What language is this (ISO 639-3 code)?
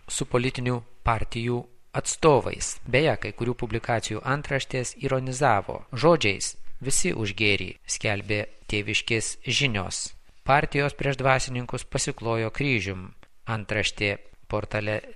lit